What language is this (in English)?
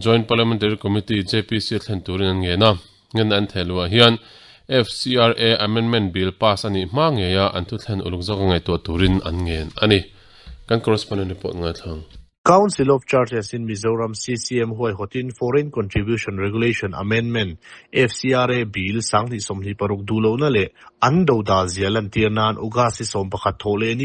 Mizo